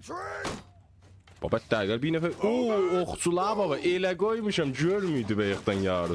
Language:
South Azerbaijani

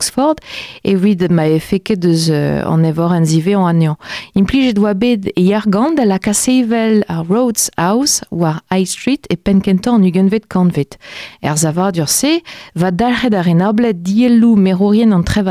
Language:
Breton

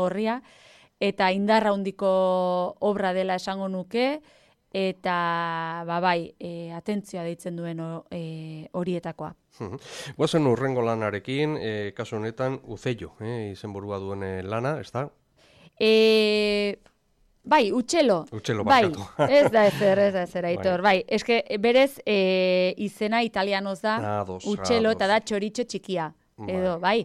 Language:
Basque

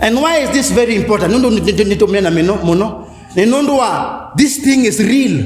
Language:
Kamba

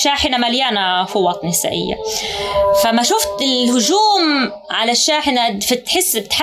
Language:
North Levantine Arabic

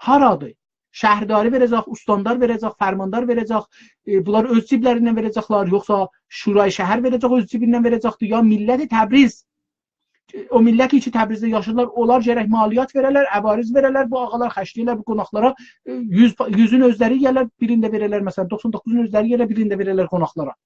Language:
South Azerbaijani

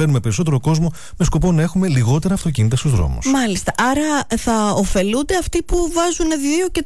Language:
Greek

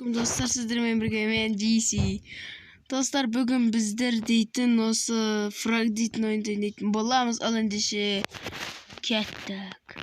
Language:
Kazakh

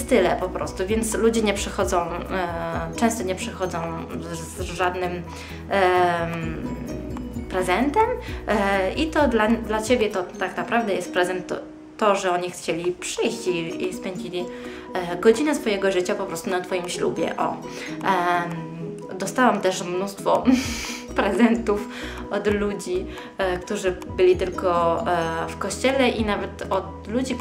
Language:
Polish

